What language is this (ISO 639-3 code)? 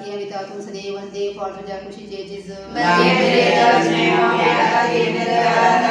kok